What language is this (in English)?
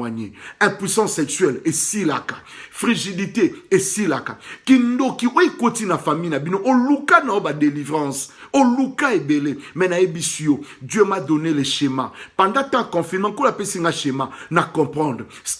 Lingala